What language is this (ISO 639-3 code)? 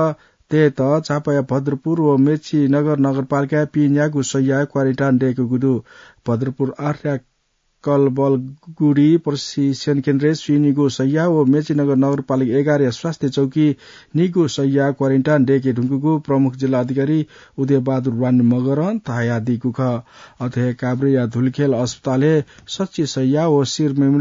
new